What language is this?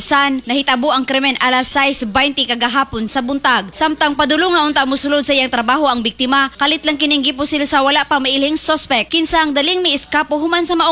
Cebuano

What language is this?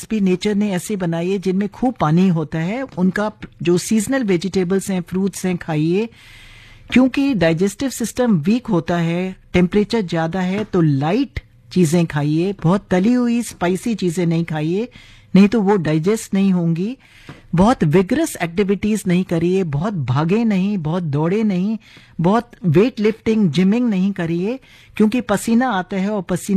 Hindi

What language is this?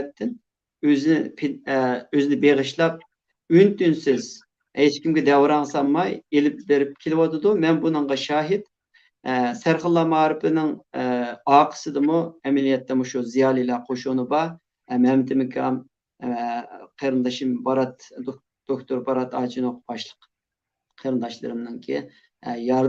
Uyghur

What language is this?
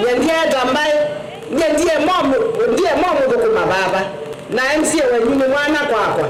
Kamba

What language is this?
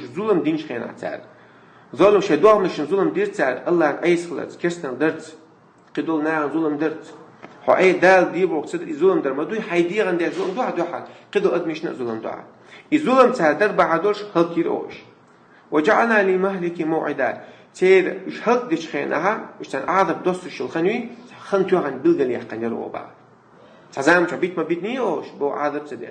Chechen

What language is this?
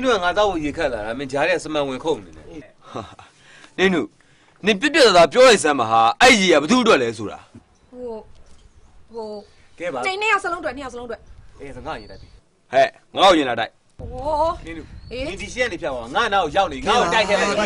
Burmese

